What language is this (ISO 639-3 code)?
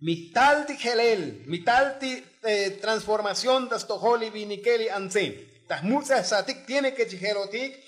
tzo